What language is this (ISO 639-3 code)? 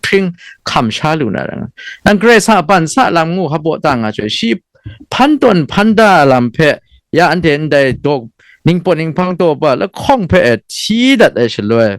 kac